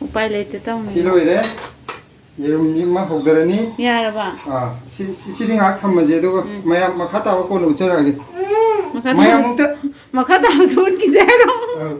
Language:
Manipuri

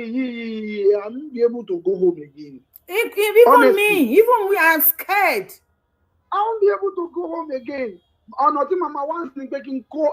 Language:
Yoruba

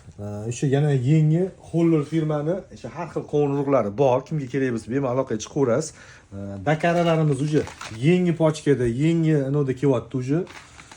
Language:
Uzbek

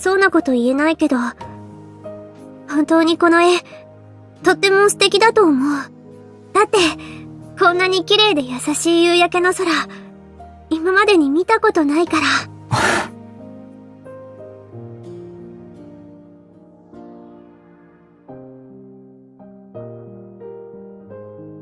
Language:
Japanese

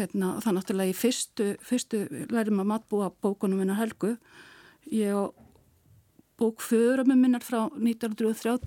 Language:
Icelandic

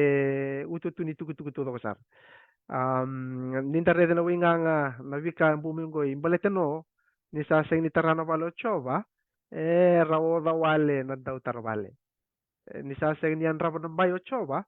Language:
Fijian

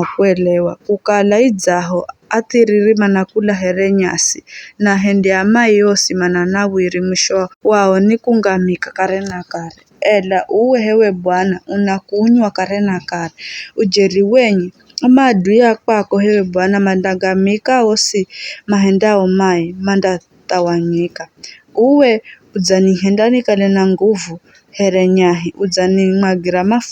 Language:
Giryama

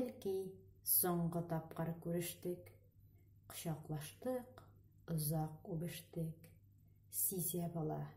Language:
Tatar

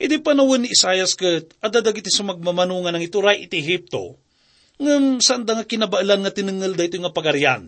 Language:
Iloko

